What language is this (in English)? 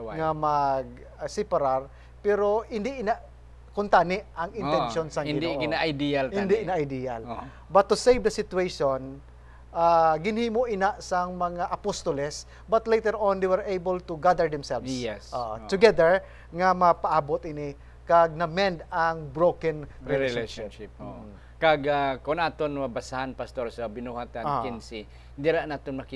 Hiligaynon